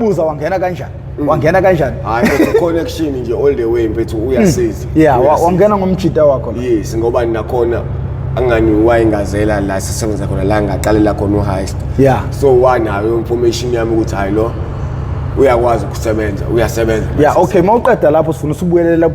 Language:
Zulu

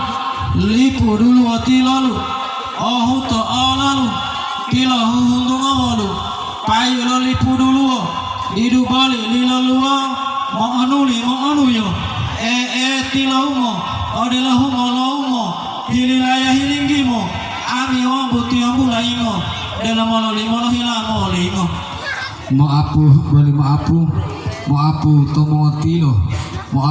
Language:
Gorontalo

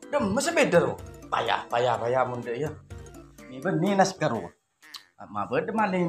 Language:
Madurese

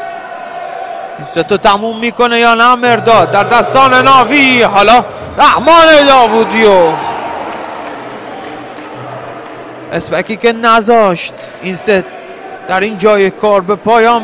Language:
Persian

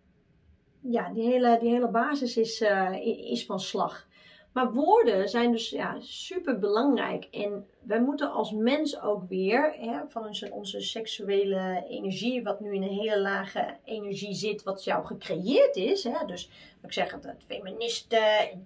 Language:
Dutch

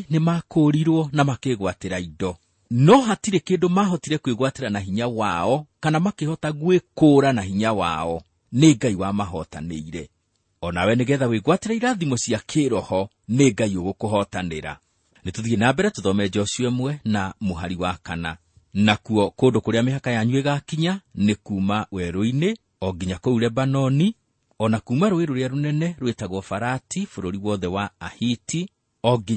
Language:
Kikuyu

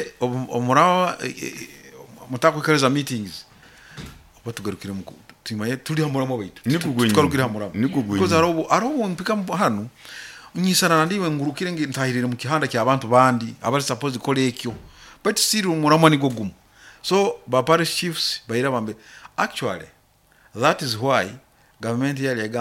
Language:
Nyoro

